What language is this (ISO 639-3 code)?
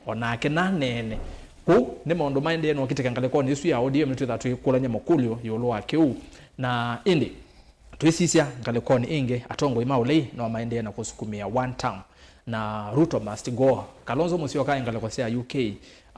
kam